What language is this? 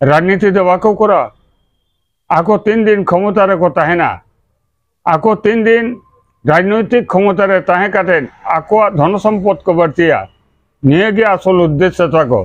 Santali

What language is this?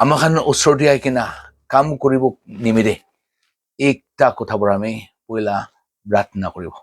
Naga Pidgin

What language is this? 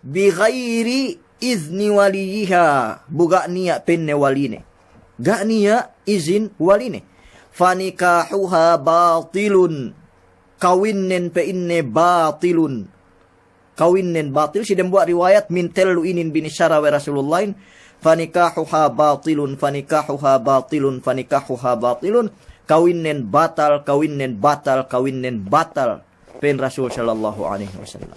Yakan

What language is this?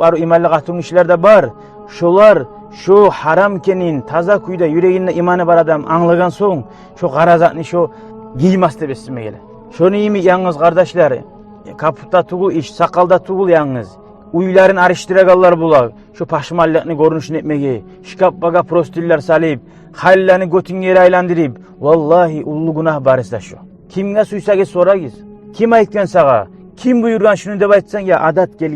Kumyk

